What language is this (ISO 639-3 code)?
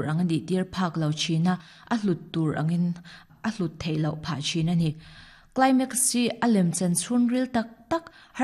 lus